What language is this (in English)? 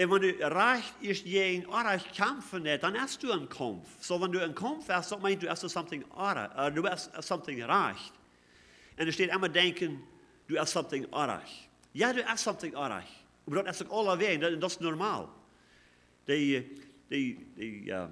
Plautdietsch